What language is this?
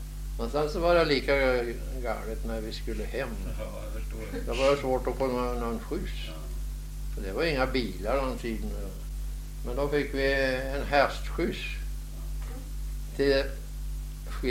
Swedish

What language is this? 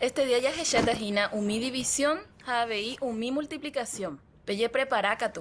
Guarani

